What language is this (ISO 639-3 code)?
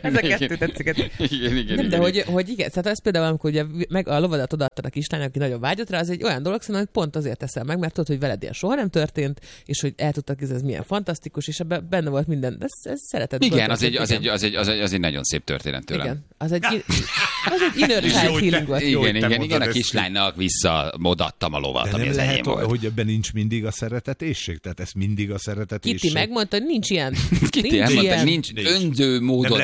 hun